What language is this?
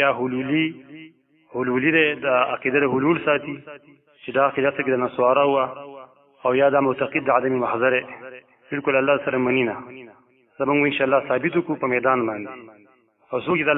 Pashto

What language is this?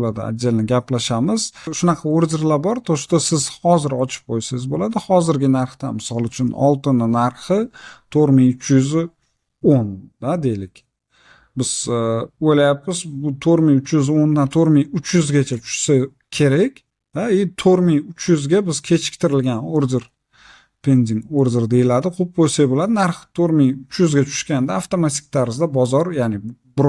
Uzbek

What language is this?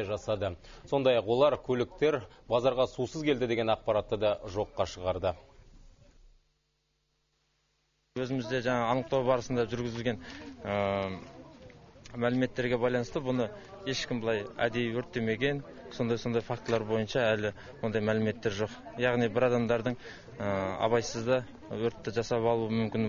Kazakh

